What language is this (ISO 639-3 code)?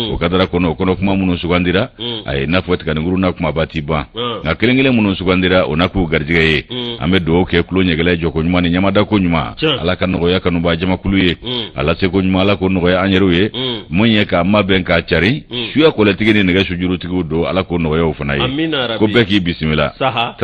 bam